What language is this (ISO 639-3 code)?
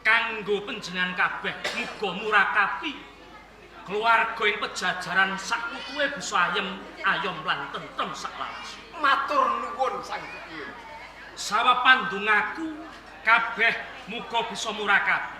jav